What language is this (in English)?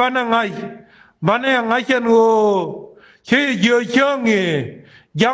Nuer